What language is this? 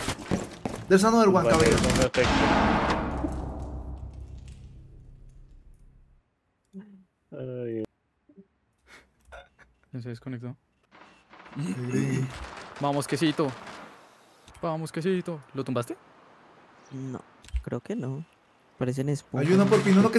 Spanish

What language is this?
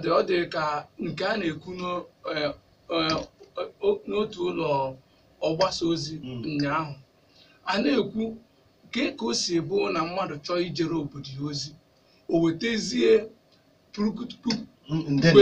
Igbo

